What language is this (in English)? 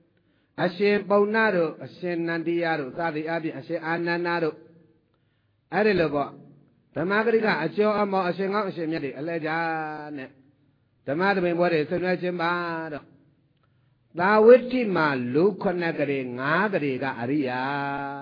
Burmese